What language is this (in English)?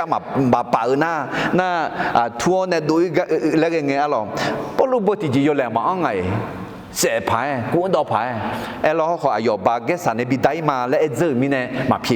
Akha